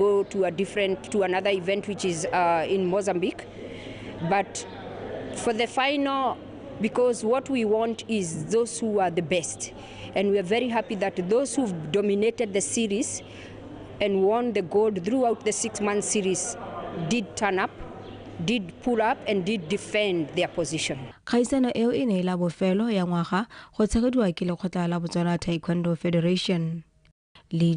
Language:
Tswana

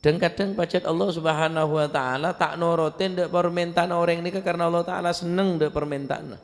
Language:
Madurese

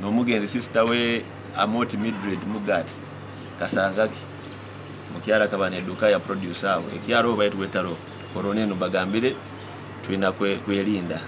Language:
Nyoro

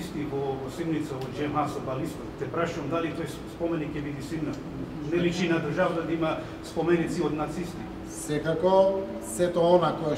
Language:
Macedonian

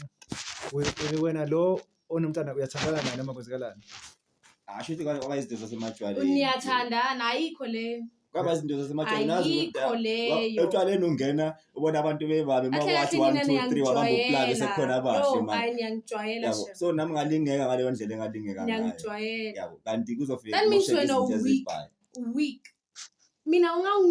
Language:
Zulu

